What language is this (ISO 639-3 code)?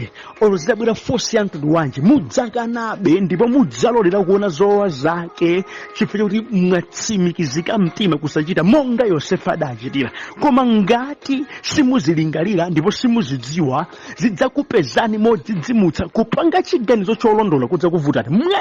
nya